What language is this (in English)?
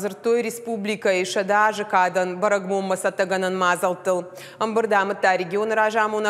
Ossetic